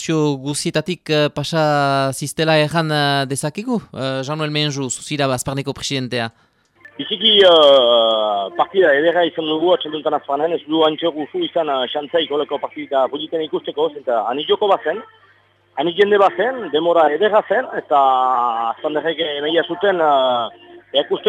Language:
Basque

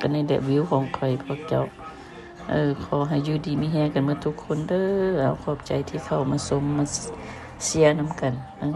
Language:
Lao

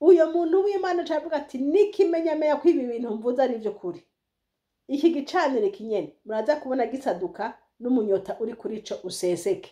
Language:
Rundi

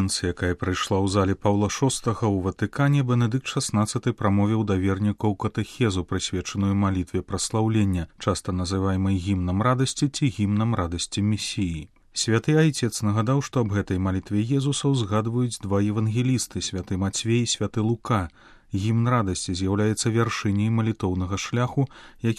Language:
Belarusian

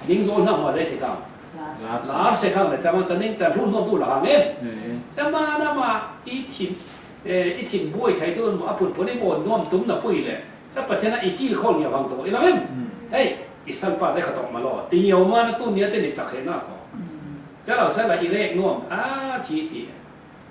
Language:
Falam Chin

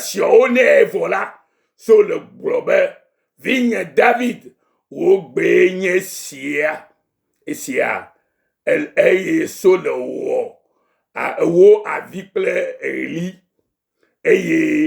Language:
Ewe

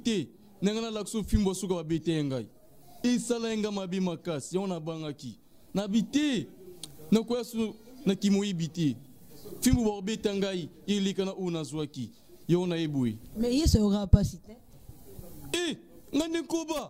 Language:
Lingala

